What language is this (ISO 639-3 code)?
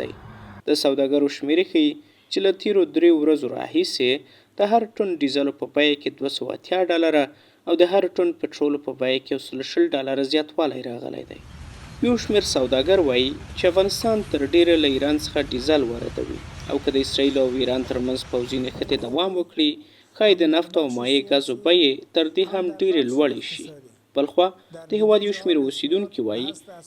pus